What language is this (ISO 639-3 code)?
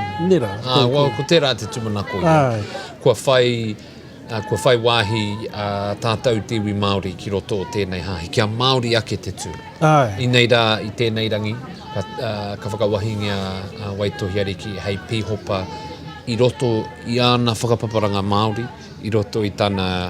mri